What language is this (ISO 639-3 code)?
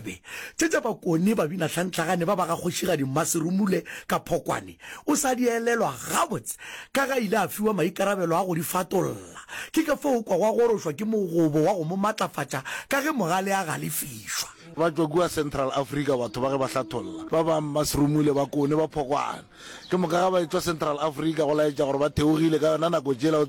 nso